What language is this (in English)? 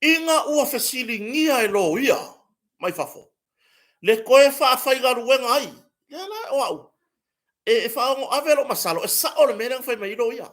Samoan